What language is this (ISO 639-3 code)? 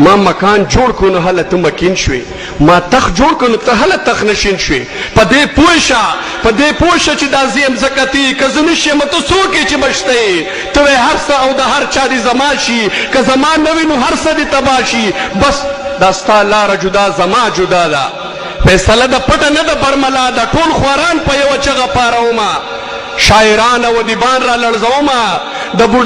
pus